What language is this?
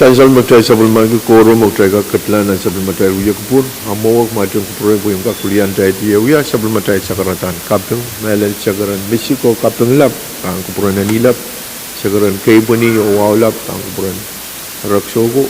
Pohnpeian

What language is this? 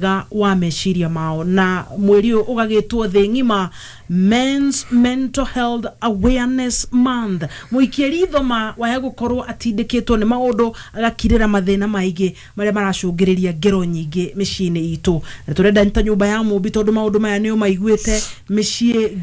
Kikuyu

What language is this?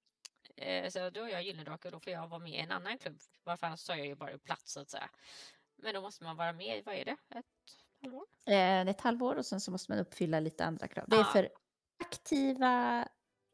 Swedish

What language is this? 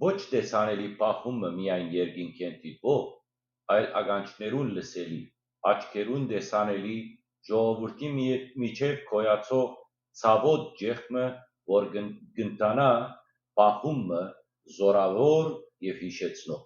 Western Armenian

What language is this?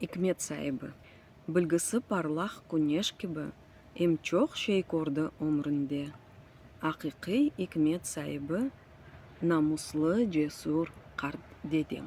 Crimean Tatar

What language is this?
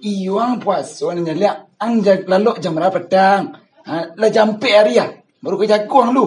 Minangkabau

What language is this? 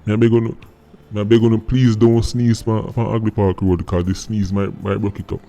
Jamaican Creole English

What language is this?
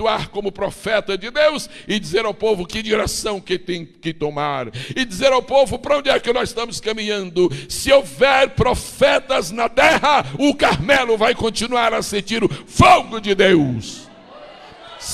Portuguese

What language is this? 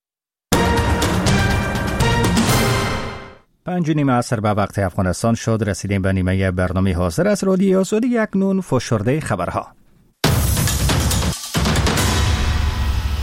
Persian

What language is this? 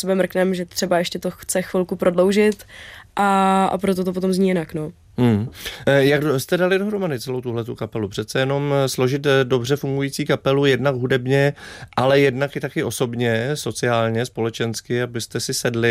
Czech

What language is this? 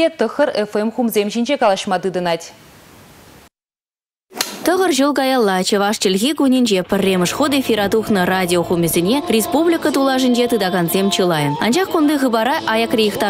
Chuvash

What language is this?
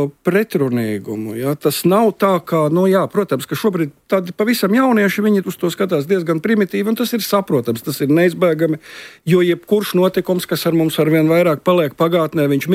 Latvian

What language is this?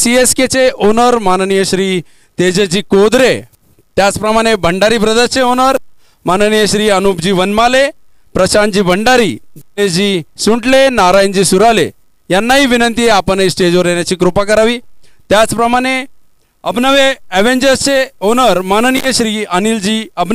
Marathi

